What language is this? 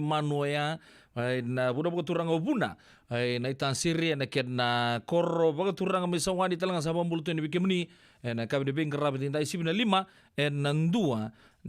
Fijian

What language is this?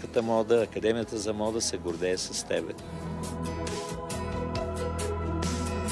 Bulgarian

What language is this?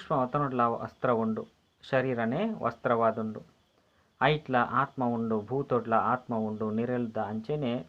Tulu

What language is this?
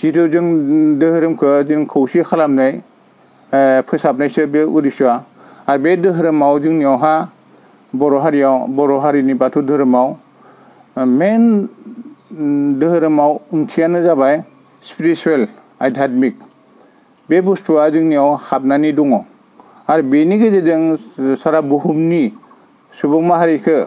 Bodo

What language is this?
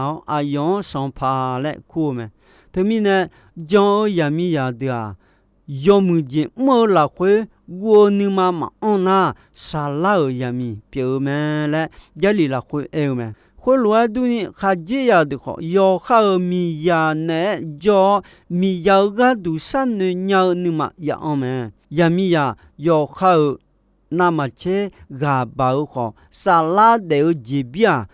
Akha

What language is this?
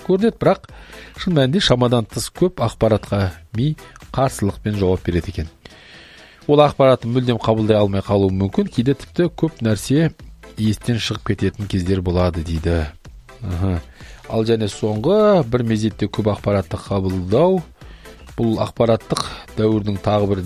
Kazakh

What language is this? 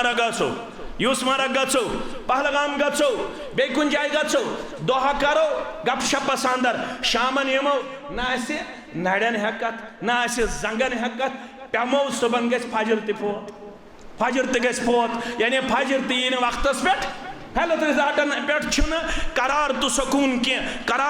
Kashmiri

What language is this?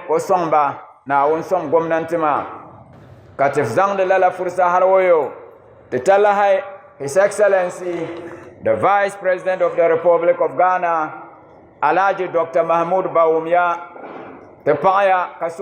Dagbani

